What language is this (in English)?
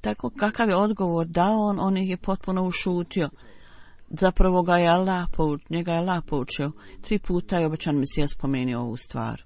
Bosnian